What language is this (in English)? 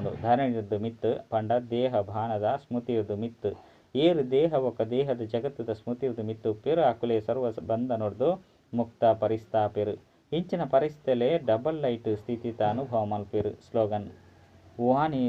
Tulu